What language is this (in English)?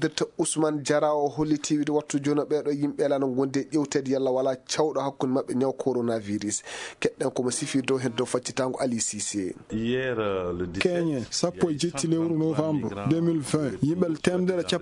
Fula